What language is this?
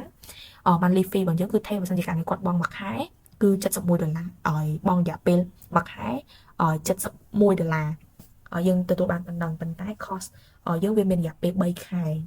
Khmer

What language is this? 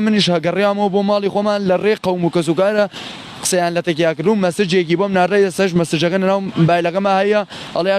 Central Kurdish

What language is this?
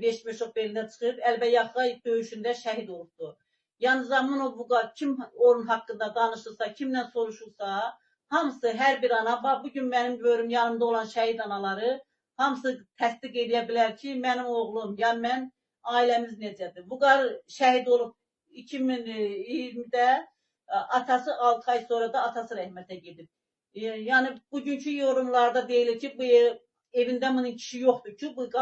Azerbaijani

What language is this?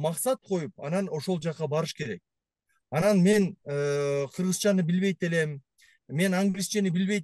Kyrgyz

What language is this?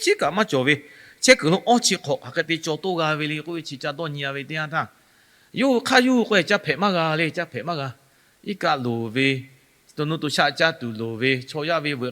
Lahu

